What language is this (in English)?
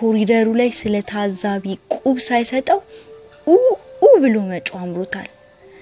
Amharic